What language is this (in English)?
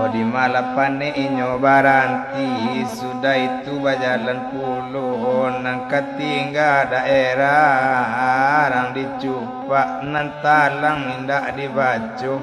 Minangkabau